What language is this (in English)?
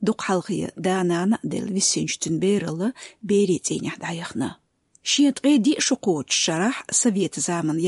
Chechen